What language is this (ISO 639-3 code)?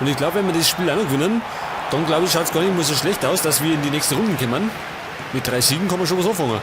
bar